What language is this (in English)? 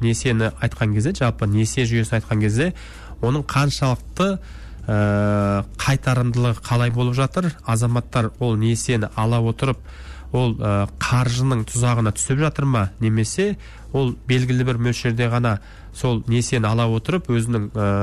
Kazakh